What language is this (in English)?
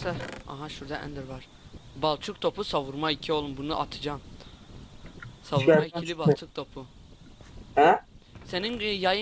Turkish